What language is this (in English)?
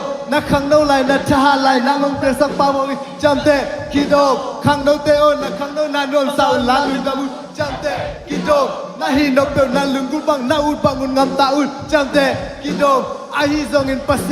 Tedim Chin